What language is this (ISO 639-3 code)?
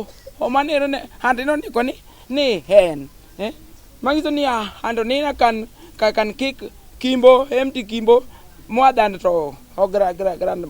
luo